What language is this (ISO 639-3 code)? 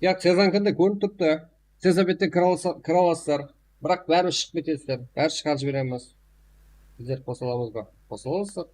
kaa